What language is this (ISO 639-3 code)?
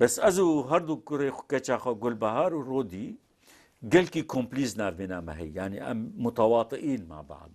kur